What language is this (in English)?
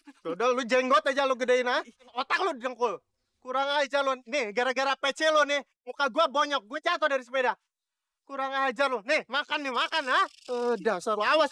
Betawi